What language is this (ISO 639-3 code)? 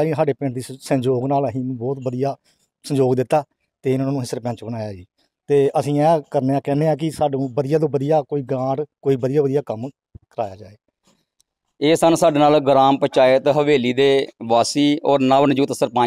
pan